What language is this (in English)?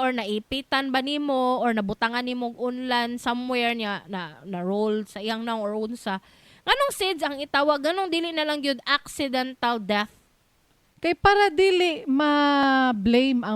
Cebuano